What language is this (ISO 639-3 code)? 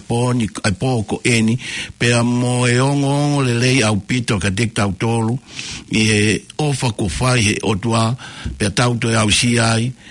ton